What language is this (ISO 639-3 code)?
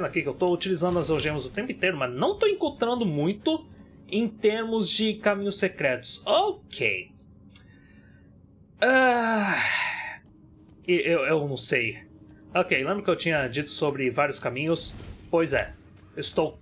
por